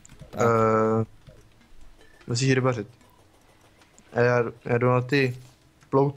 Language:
Czech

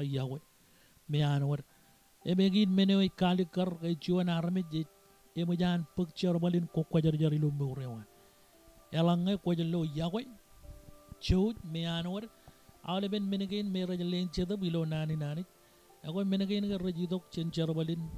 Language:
Marshallese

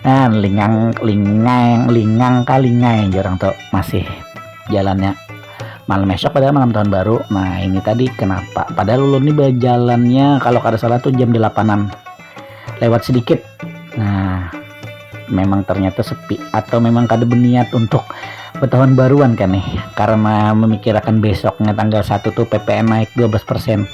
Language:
Banjar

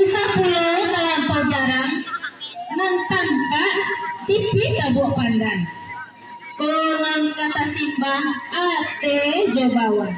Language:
Minangkabau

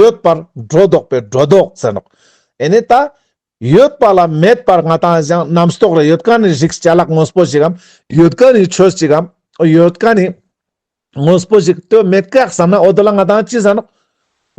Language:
Ladakhi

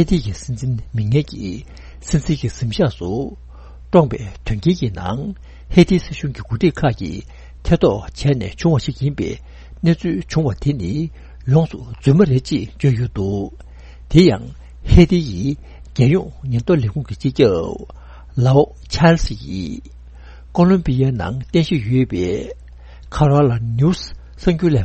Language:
Tibetan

